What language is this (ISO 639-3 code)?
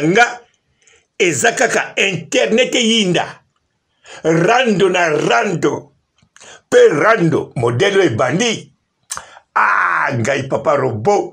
lin